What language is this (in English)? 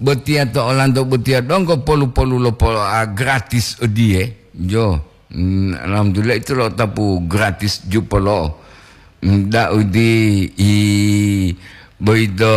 Gorontalo